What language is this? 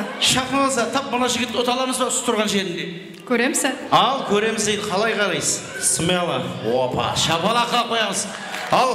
Kara-Kalpak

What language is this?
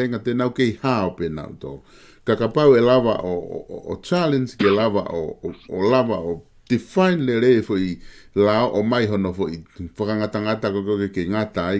Tongan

